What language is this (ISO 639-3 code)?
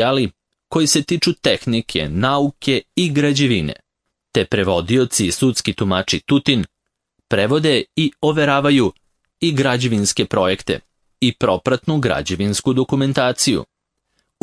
srp